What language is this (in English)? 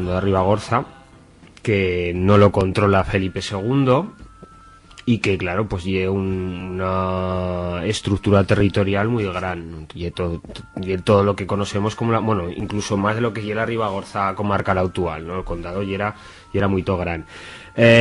Aragonese